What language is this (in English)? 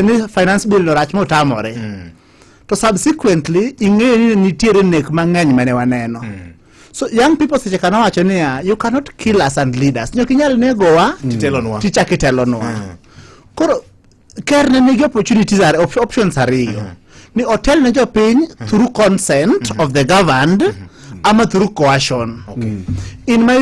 Luo (Kenya and Tanzania)